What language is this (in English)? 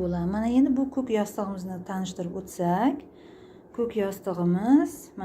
Uzbek